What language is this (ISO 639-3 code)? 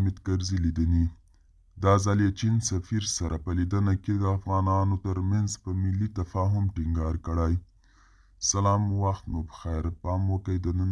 pus